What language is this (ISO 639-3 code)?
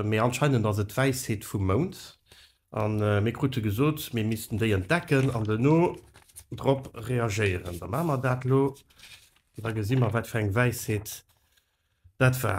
ltz